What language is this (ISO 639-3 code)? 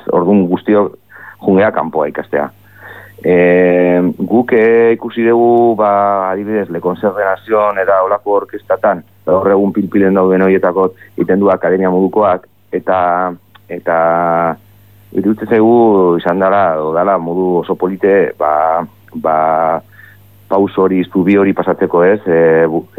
eus